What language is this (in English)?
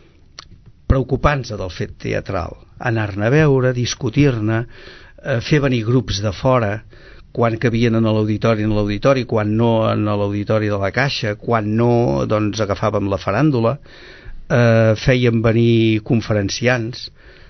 Catalan